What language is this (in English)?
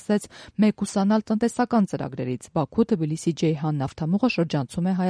Armenian